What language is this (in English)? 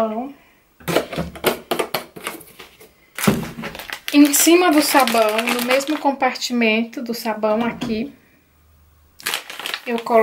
Portuguese